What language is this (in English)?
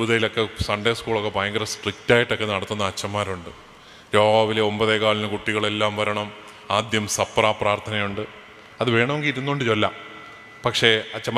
Malayalam